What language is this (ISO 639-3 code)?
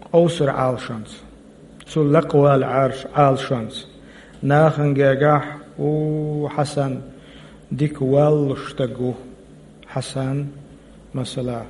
che